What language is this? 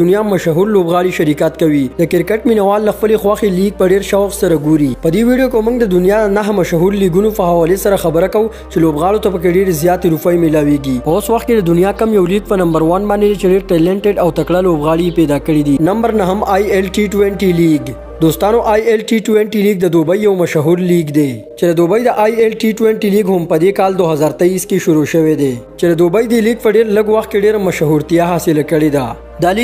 Pashto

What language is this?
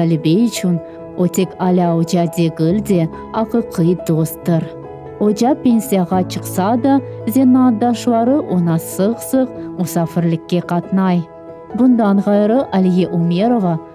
Crimean Tatar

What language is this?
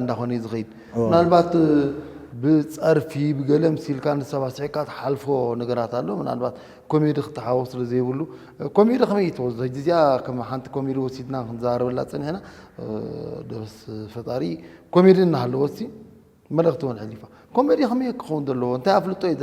Tigrinya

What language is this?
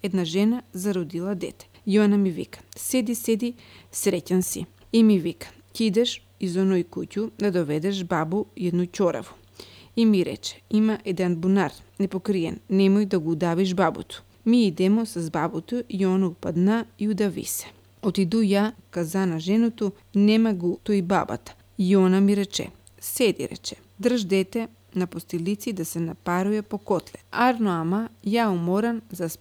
Macedonian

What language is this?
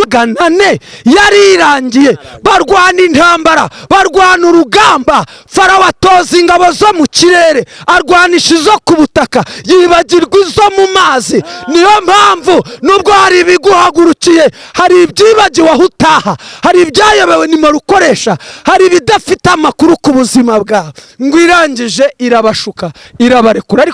Kinyarwanda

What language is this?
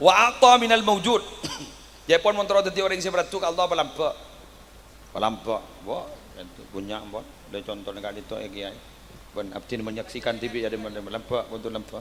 Madurese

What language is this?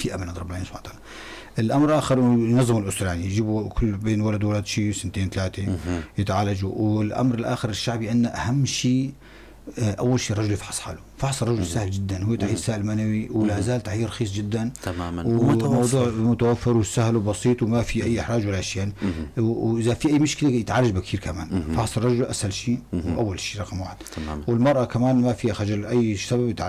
North Levantine Arabic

